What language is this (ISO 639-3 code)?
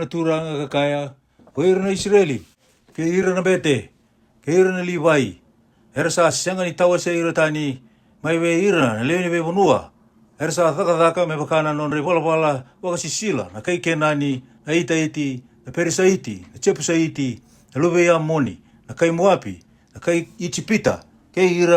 fij